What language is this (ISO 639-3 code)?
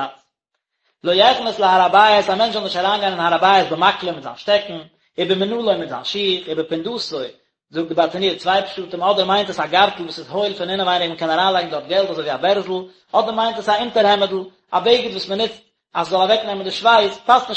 yid